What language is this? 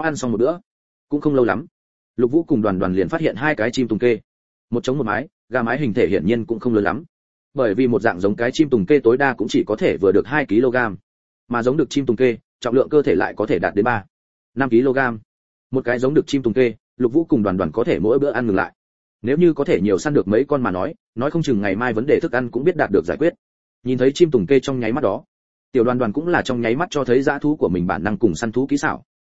Vietnamese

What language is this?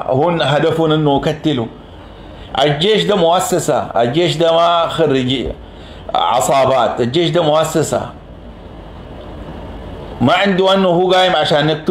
Sudanese Arabic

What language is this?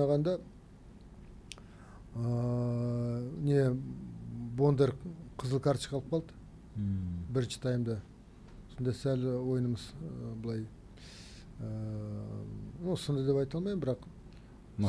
Kazakh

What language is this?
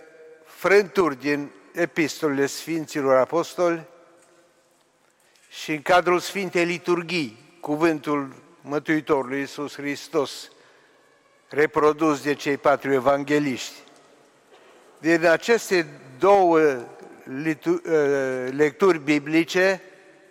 Romanian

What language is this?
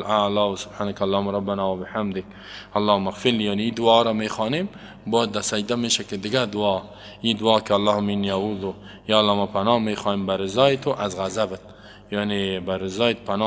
Persian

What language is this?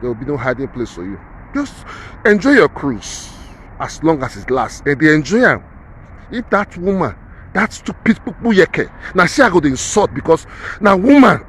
Nigerian Pidgin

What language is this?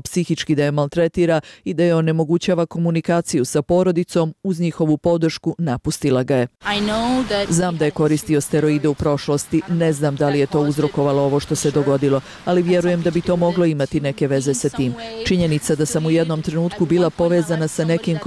Bosnian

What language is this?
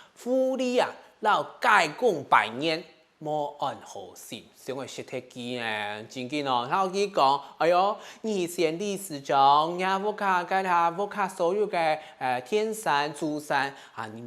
Hakka Chinese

